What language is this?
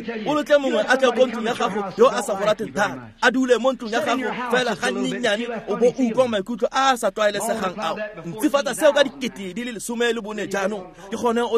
Tswana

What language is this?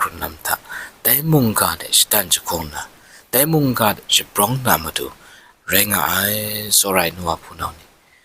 Kachin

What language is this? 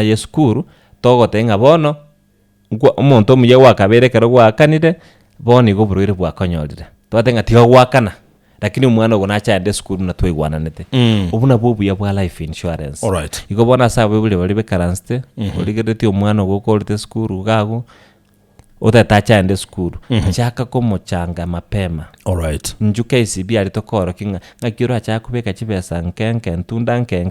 Gusii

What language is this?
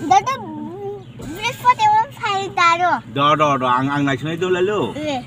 Kok Borok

